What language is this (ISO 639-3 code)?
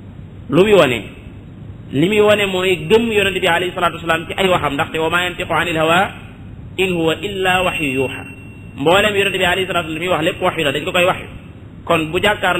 wol